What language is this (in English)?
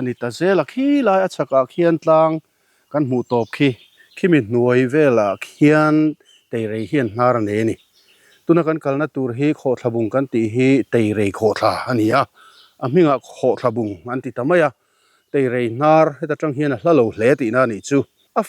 Mizo